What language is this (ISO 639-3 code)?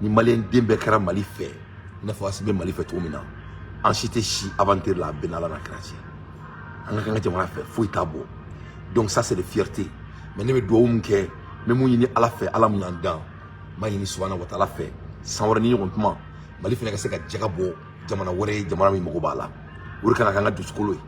bam